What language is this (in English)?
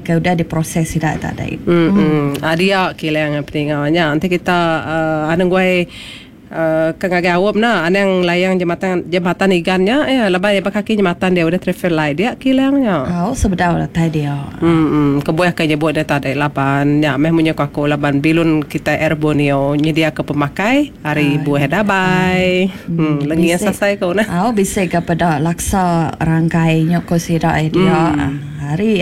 Iban